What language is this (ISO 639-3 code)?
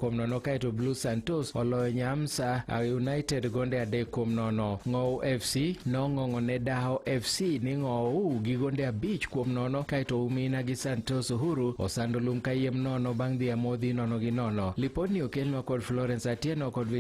luo